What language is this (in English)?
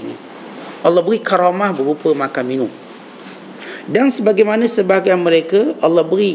Malay